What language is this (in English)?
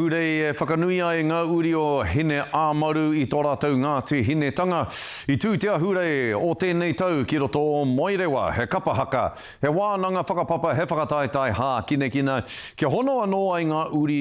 Māori